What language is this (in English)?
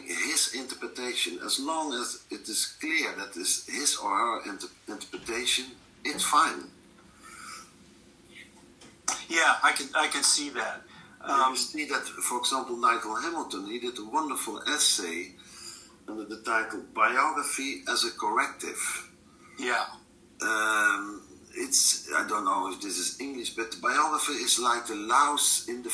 English